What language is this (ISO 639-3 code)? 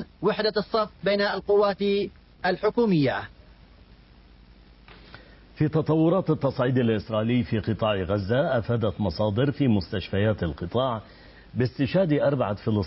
ara